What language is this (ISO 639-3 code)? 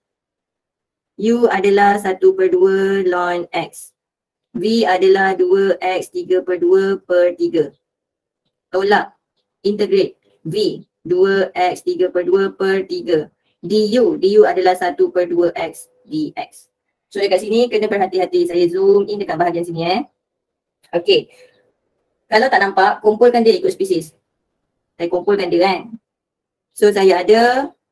msa